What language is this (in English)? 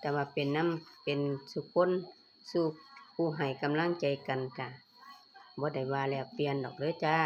Northeastern Thai